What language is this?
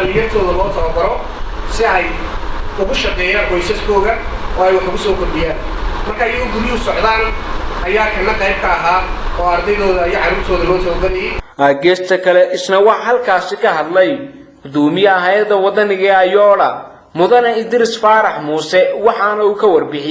Somali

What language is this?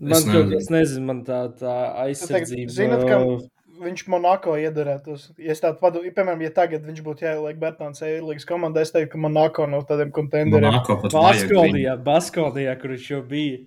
Latvian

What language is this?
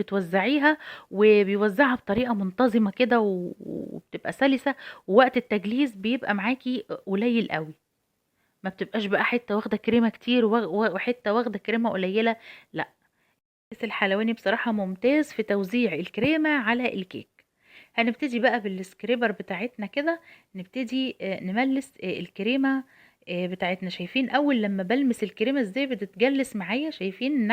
Egyptian Arabic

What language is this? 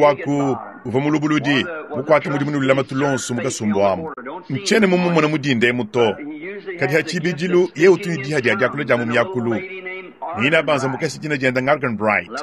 Luba-Lulua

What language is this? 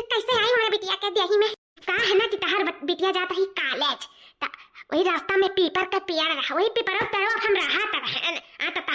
Awadhi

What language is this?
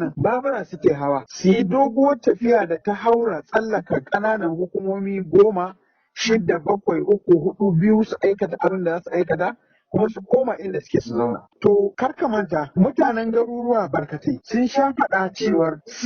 Hausa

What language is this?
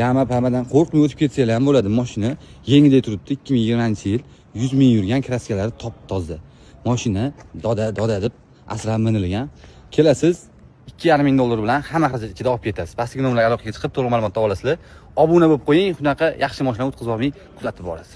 Uzbek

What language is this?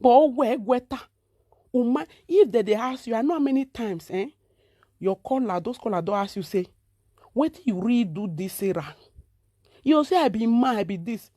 Nigerian Pidgin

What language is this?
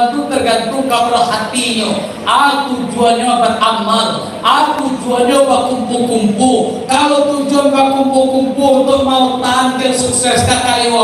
Minangkabau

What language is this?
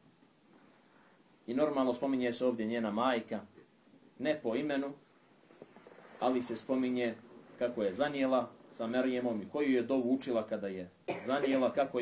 Bosnian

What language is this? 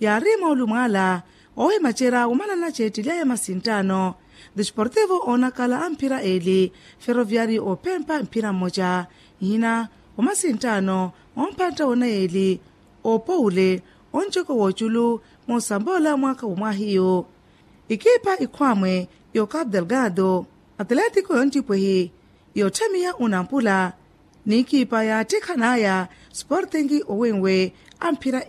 Makhuwa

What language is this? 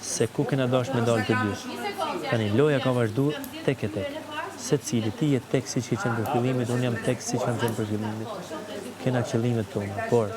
Albanian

